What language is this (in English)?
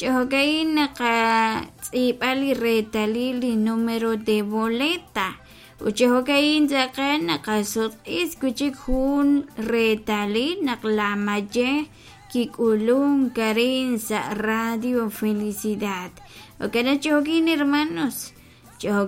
Kekchí